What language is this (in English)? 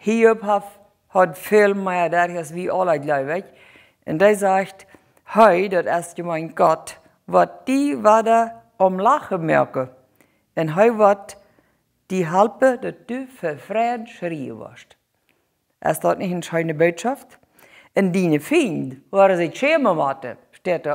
Plautdietsch